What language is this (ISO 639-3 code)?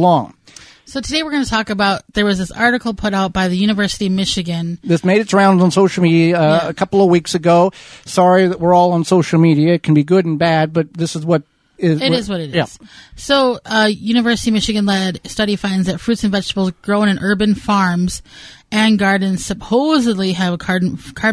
eng